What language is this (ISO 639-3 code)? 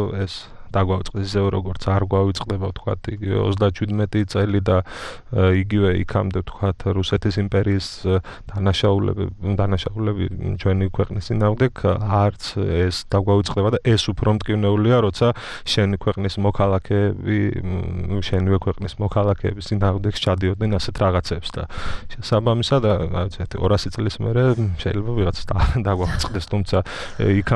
kat